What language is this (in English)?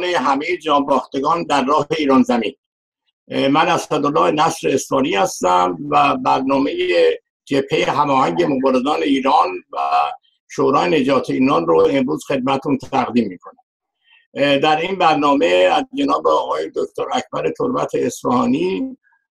Persian